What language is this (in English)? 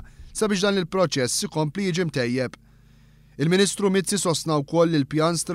Maltese